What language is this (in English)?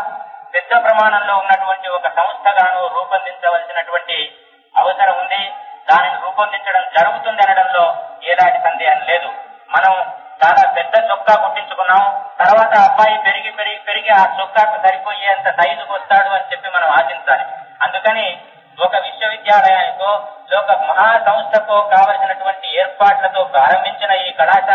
Telugu